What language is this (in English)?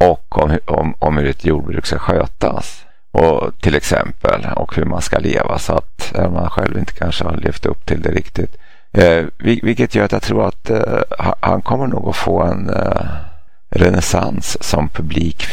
Swedish